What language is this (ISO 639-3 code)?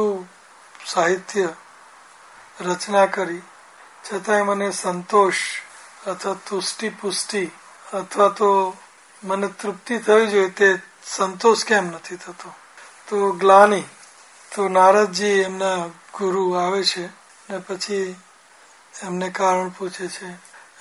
guj